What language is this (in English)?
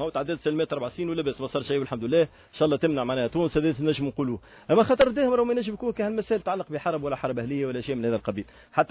Tunisian Arabic